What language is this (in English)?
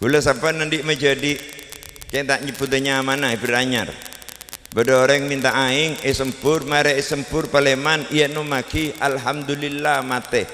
Madurese